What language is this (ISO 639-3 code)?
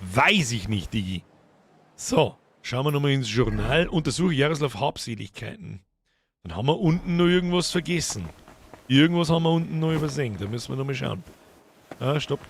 bar